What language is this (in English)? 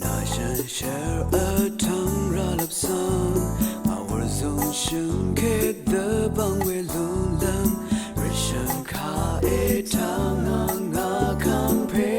Rawang